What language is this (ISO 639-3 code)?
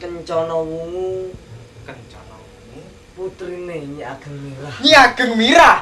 jav